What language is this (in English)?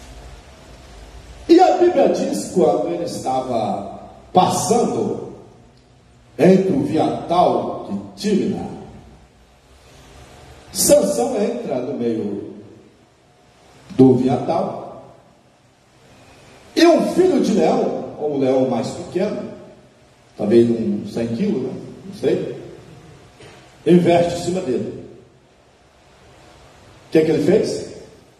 Portuguese